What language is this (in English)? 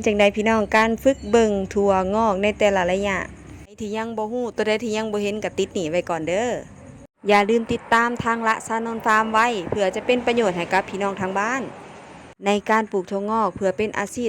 Northeastern Thai